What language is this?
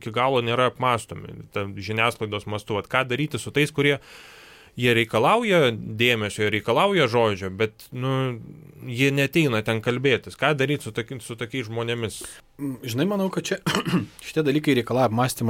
Lithuanian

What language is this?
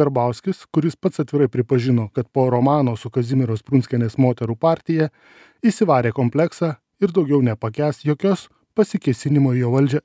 Lithuanian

